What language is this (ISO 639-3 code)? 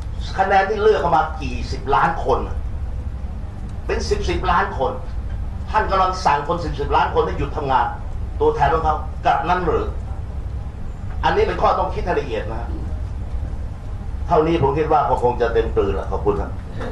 tha